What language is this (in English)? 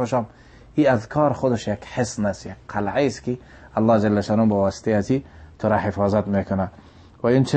Tajik